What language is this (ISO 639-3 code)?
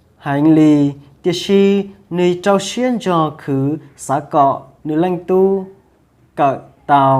hmn